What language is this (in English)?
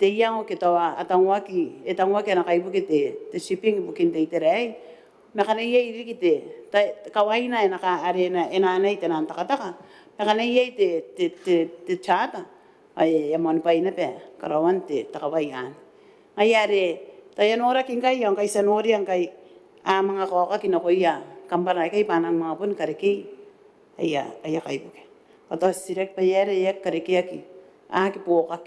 Gilbertese